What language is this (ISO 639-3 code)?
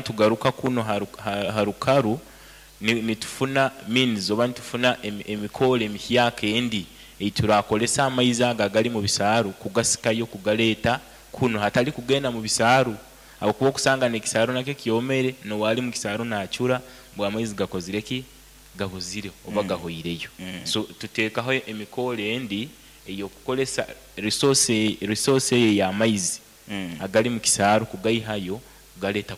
nyo